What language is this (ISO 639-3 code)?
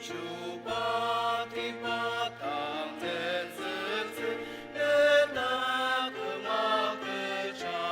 njo